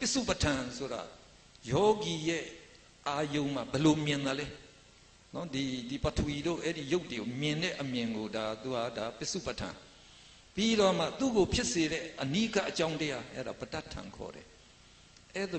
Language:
Burmese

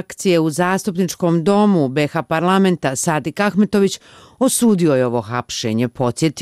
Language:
Bosnian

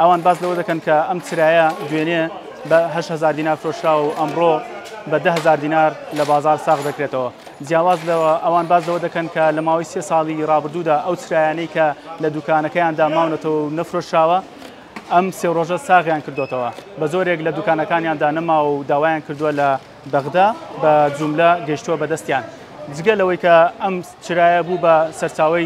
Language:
Central Kurdish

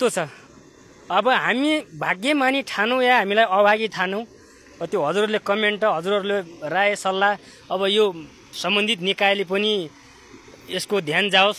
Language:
Nepali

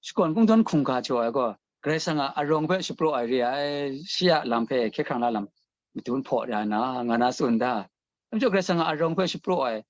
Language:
Kachin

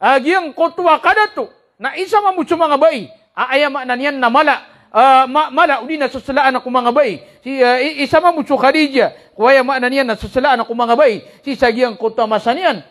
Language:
Maranao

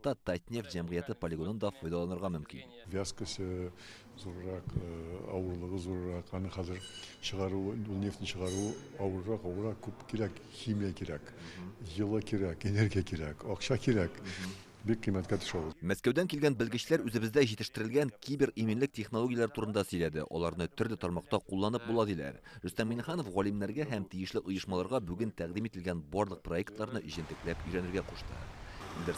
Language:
Tatar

